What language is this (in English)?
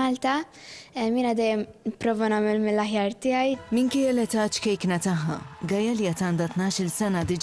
Maltese